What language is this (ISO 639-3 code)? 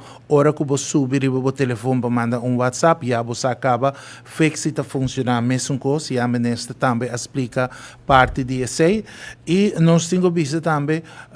pap